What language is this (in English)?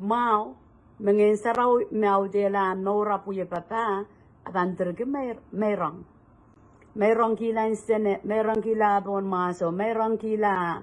Pohnpeian